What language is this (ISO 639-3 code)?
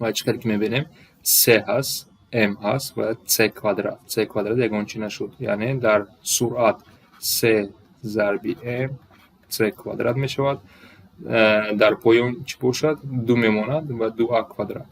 tgk